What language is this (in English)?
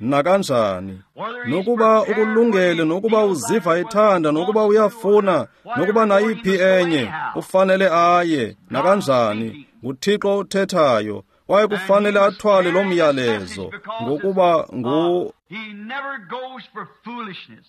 Xhosa